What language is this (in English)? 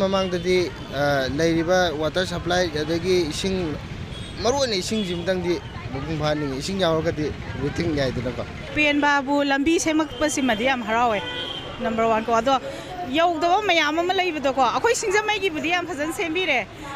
Manipuri